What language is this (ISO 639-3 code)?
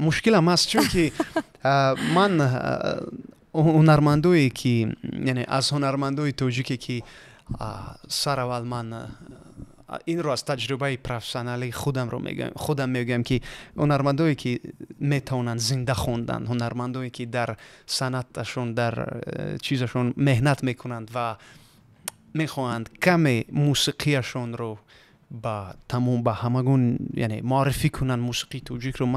tgk